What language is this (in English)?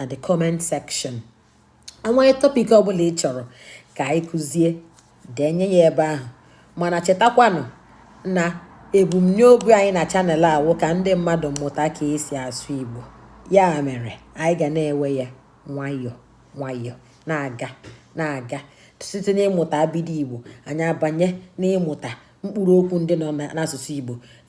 Igbo